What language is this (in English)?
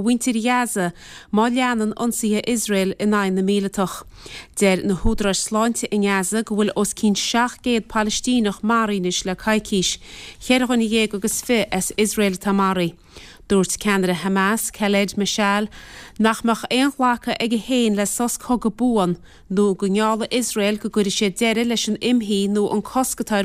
Irish